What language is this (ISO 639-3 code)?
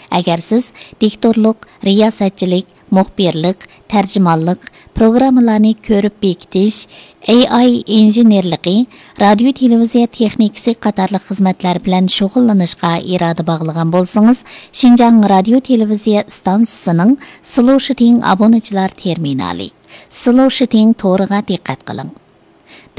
uig